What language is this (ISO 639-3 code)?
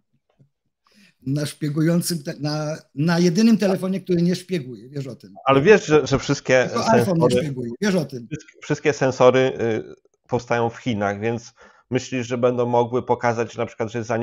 pol